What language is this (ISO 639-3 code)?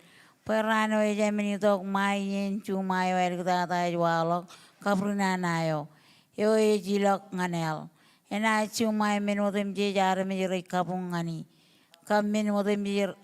mah